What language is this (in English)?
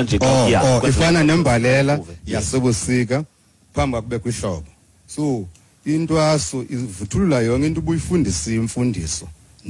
Xhosa